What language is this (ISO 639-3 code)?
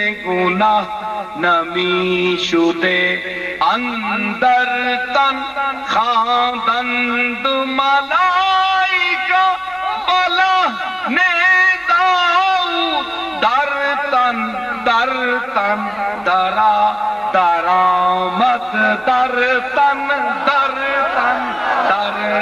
skr